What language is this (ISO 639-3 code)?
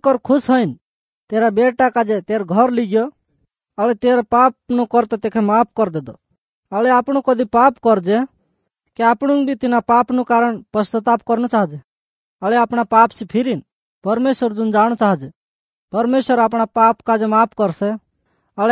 guj